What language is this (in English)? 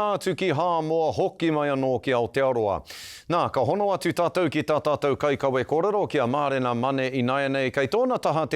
Māori